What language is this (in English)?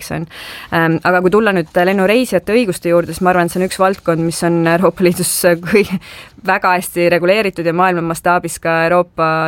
Estonian